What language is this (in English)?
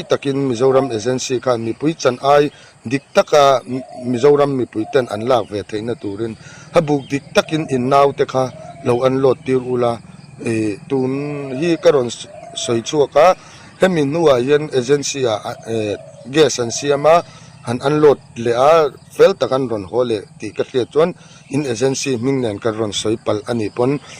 Mizo